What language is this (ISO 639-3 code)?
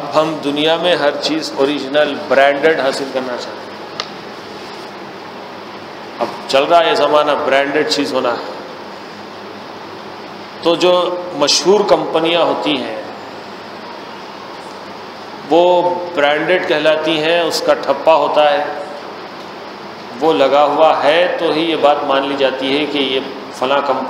urd